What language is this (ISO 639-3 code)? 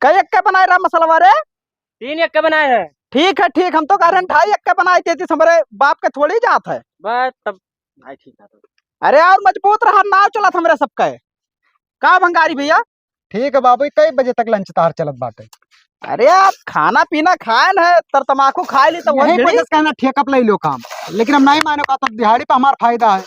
awa